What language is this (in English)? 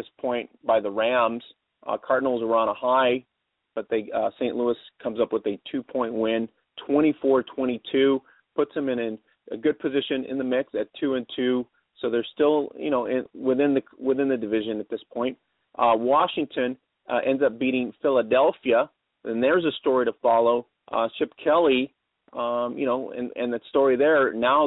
English